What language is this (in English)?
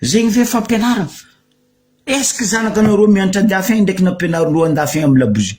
Malagasy